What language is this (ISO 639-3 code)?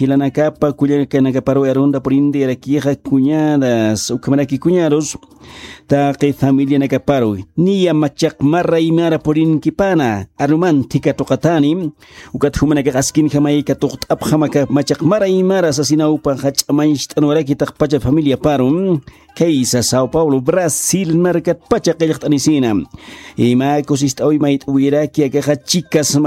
aym